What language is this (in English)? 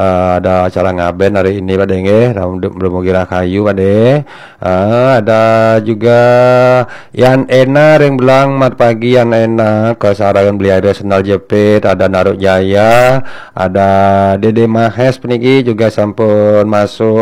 Balinese